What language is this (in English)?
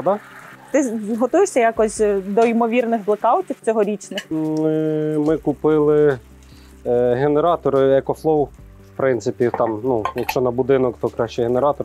Ukrainian